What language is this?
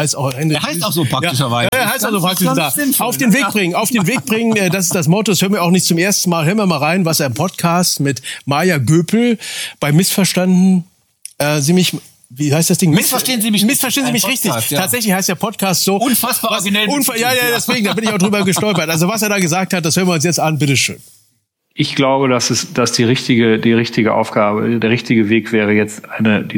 German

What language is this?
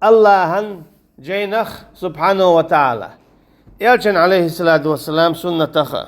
Chechen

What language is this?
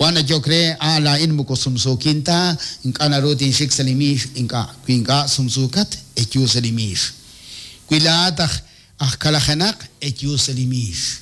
Kekchí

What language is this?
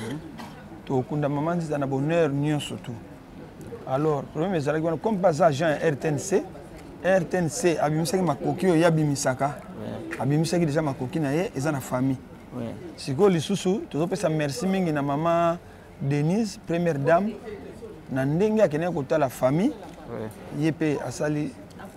Lingala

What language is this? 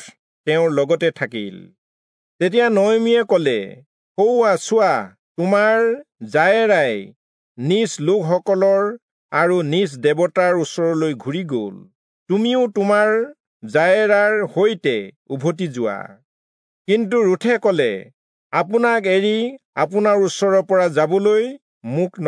Assamese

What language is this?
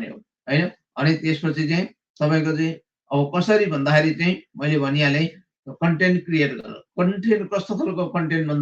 Nepali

